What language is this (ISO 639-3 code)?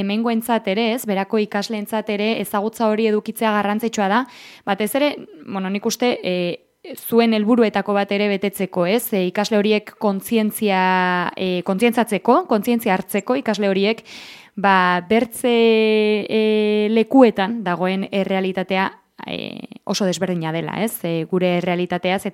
eus